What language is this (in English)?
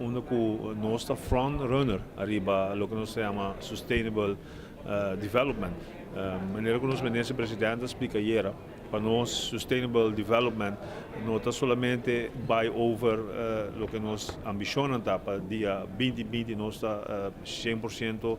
Papiamento